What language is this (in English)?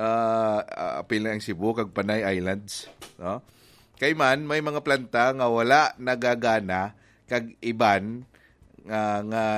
Hiligaynon